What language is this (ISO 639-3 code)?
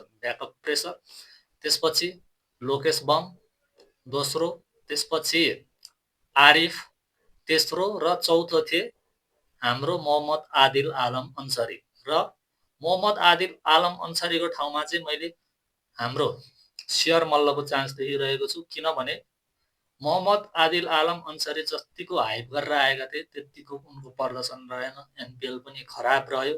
nep